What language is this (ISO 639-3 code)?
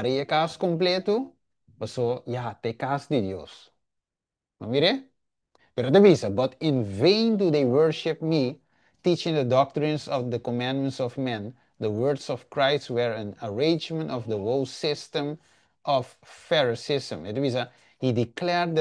pap